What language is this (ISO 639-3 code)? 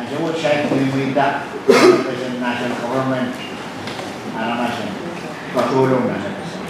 pon